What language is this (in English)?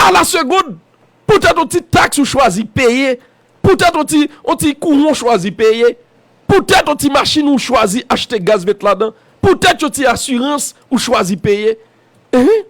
Haitian Creole